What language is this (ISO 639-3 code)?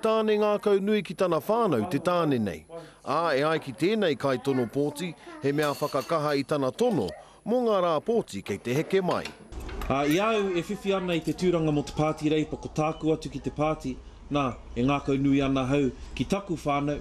mri